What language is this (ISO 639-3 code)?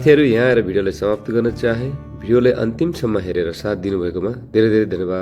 nep